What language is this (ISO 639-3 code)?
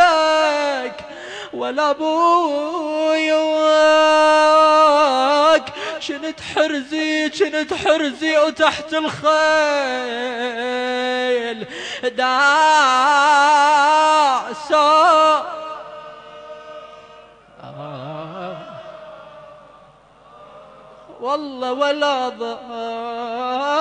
ara